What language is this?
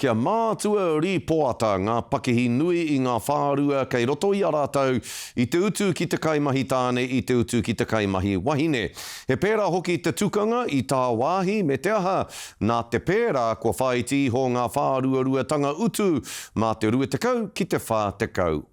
Māori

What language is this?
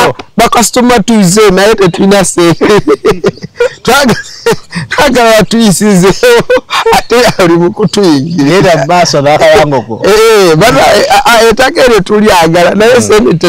Ganda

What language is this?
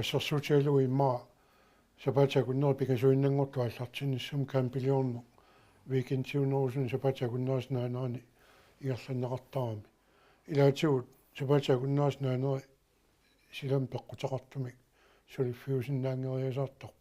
Kalaallisut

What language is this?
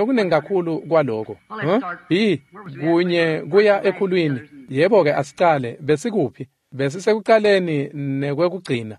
Swati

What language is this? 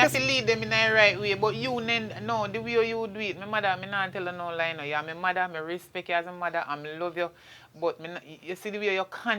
Jamaican Creole English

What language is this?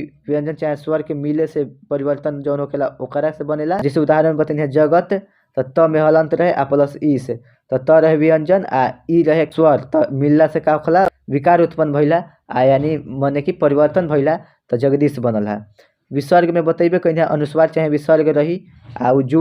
Bhojpuri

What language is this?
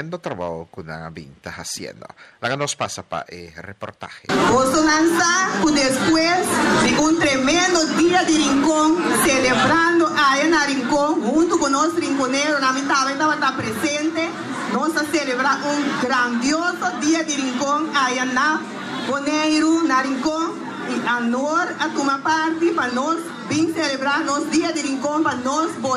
Papiamento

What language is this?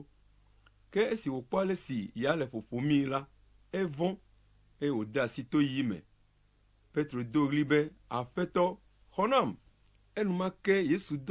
Ewe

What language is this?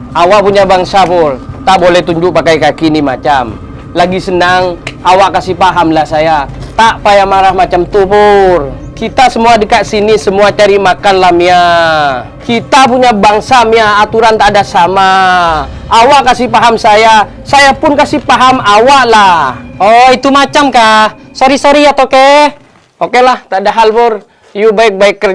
Madurese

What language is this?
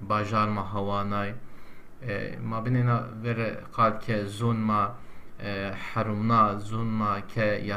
Zaza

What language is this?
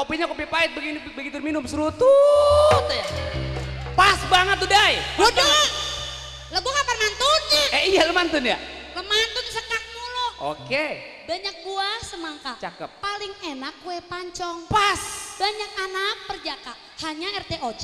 Betawi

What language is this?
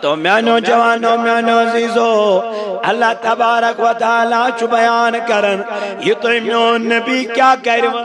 Kashmiri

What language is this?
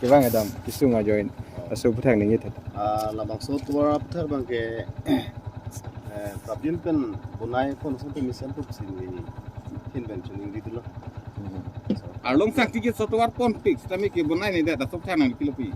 Karbi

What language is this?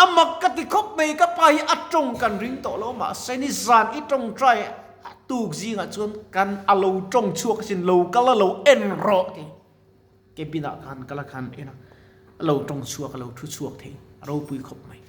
Mizo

